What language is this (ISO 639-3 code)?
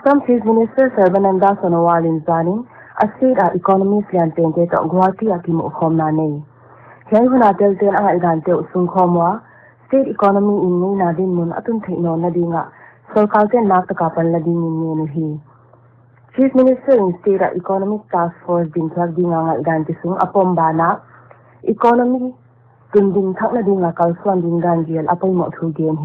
pck